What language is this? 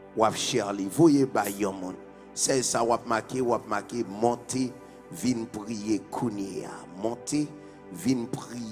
Haitian Creole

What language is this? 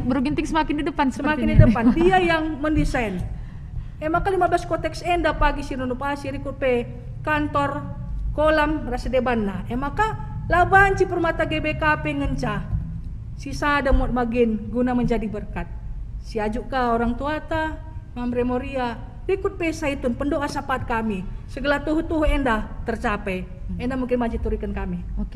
Batak Karo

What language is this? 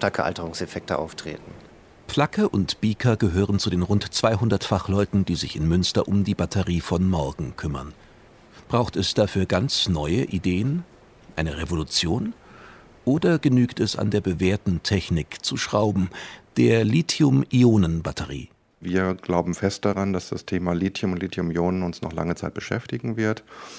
German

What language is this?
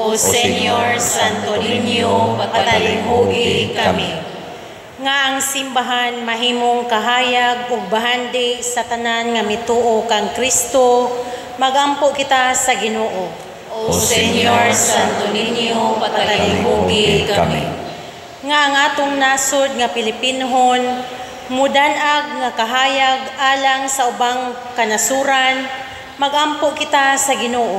Cebuano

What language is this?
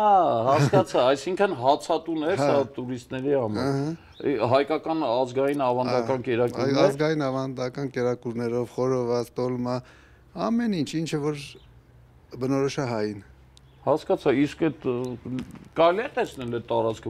Armenian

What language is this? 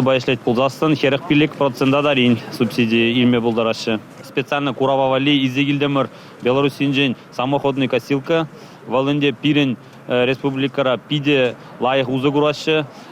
Chuvash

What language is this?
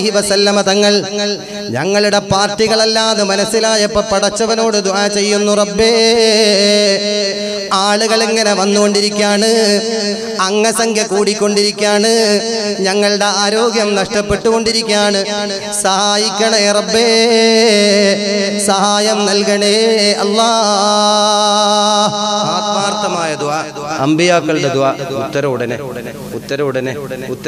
Malayalam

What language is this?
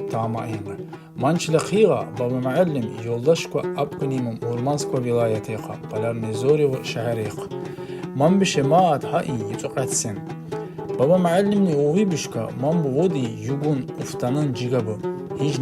Tsakhur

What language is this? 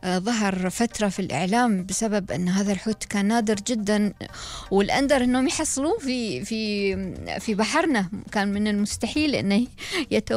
Gulf Arabic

